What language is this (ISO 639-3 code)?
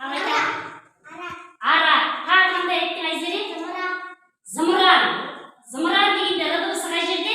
kaz